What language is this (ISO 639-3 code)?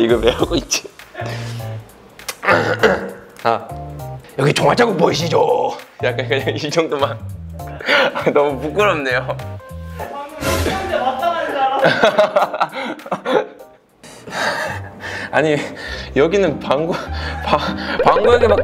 kor